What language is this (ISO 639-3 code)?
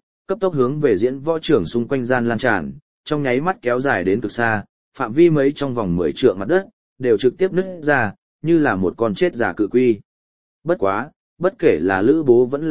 vie